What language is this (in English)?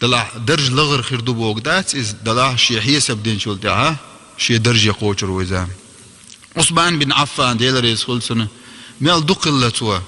Chechen